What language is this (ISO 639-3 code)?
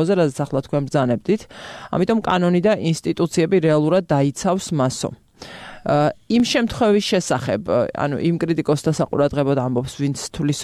kat